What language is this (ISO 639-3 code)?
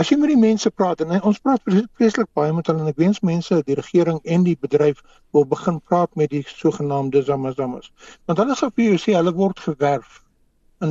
afr